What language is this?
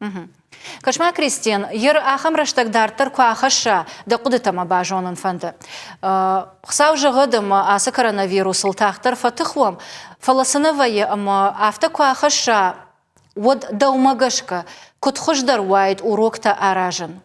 Ossetic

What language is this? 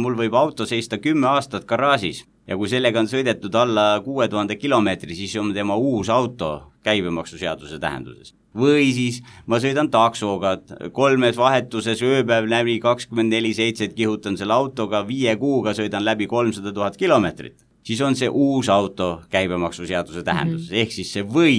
Estonian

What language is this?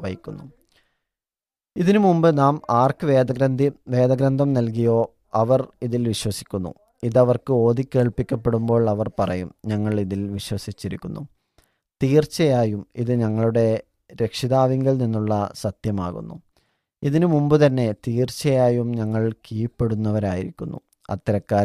Malayalam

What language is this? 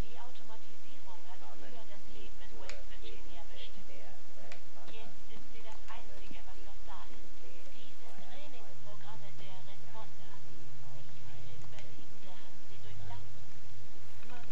Swiss German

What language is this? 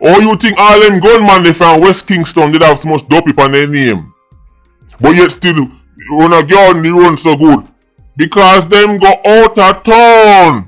Jamaican Creole English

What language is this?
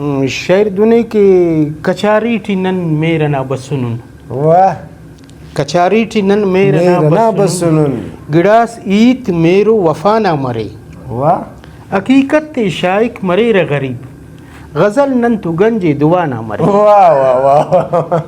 Brahui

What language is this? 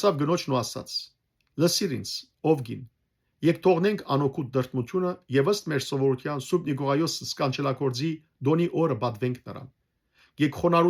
Western Armenian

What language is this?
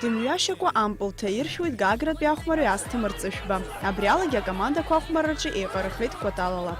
Abkhazian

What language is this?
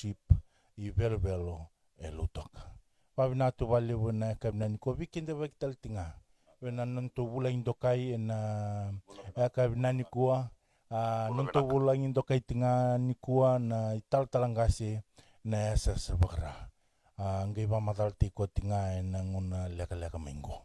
Fijian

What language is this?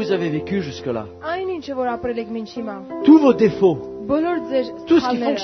French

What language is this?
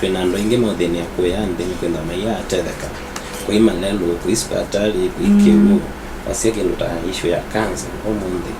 Kamba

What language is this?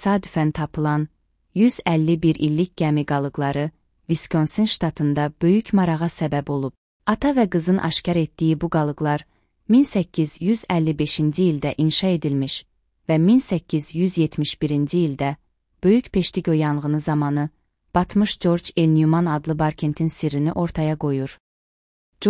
Azerbaijani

